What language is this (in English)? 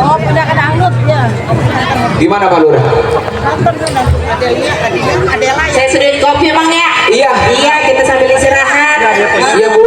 Betawi